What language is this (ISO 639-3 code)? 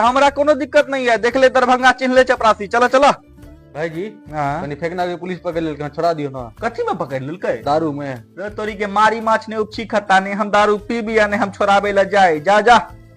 mai